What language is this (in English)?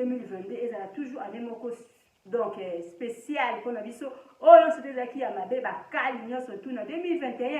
Lingala